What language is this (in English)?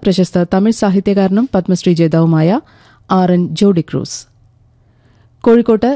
Malayalam